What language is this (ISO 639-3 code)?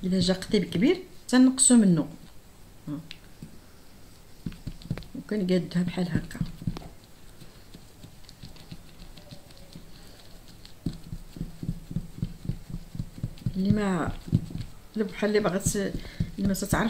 ary